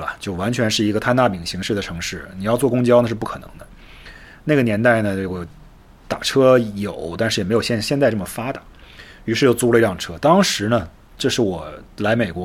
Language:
Chinese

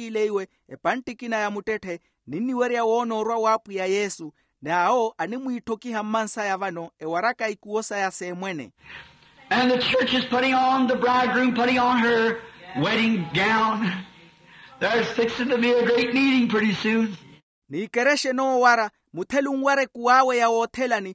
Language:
Makhuwa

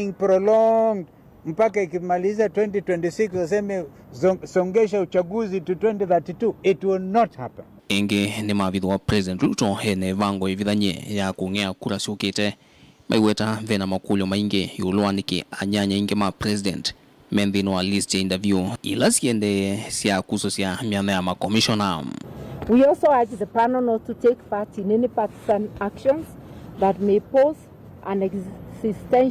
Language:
Kamba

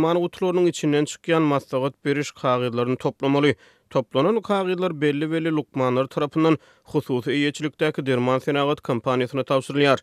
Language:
Turkmen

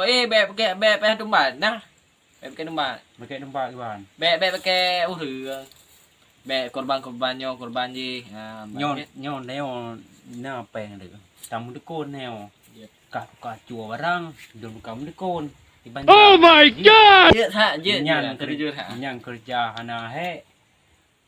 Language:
Achinese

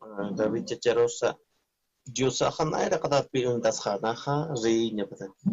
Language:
Aymara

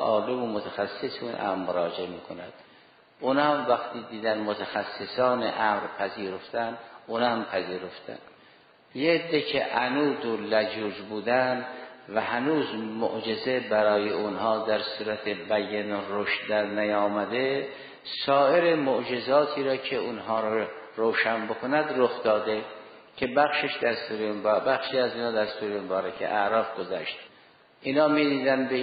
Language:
Persian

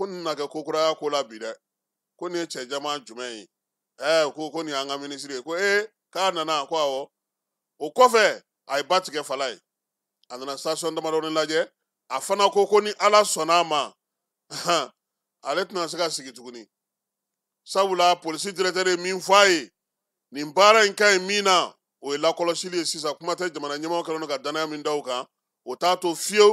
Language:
Bambara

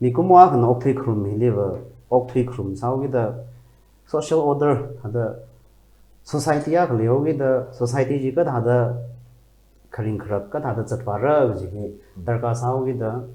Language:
Tangkhul Naga (India)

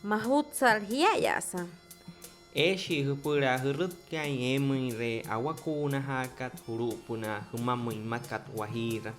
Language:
Wayuu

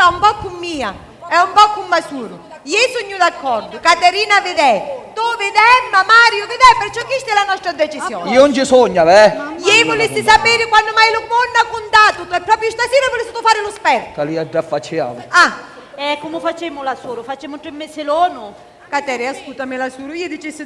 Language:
Sicilian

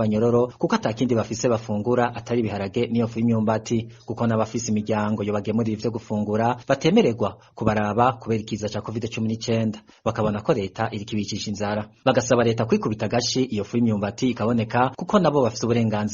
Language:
Rundi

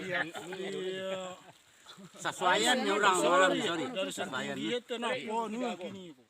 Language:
Minangkabau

